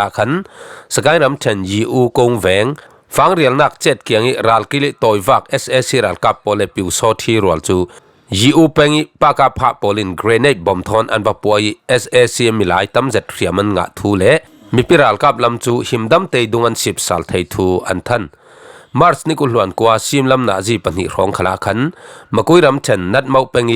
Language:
Falam Chin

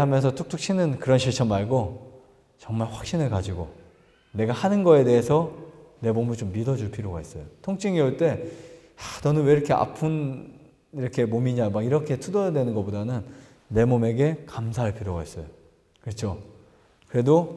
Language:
Korean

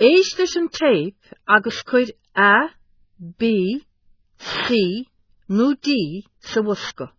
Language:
Irish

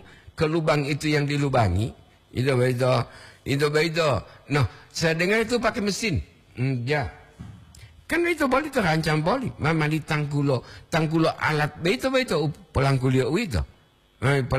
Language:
Gorontalo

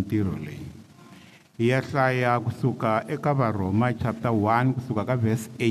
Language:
Tsonga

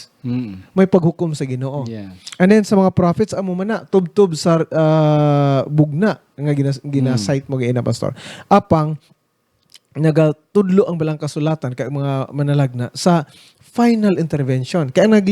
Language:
Hiligaynon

